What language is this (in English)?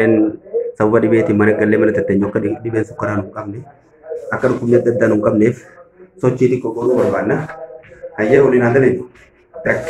Oromo